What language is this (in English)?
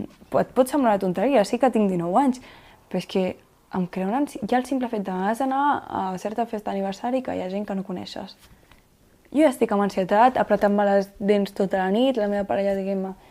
Catalan